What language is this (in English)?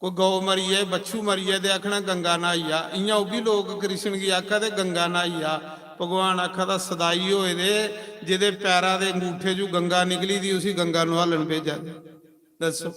Dogri